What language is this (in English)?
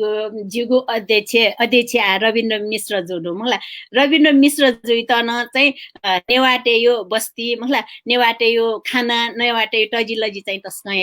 Newari